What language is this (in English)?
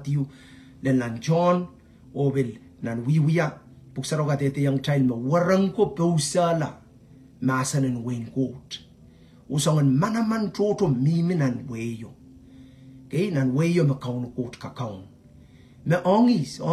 Pohnpeian